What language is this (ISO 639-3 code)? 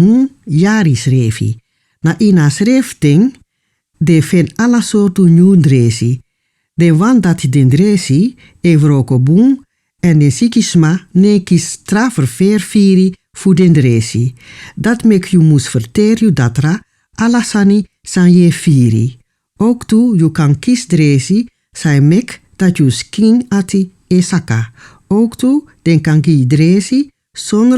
srn